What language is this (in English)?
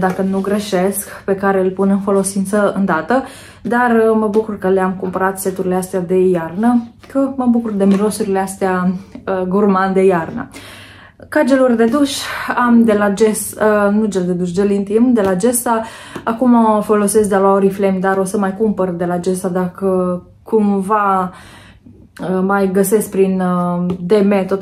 Romanian